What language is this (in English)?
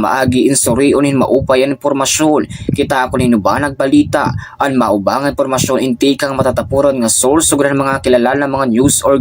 Waray